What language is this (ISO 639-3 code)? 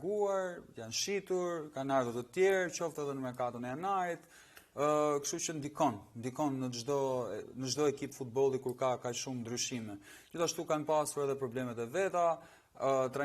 sqi